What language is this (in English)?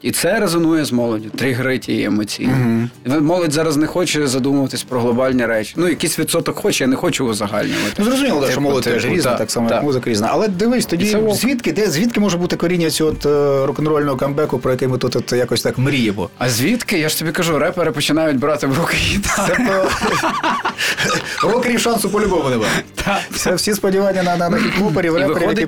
Ukrainian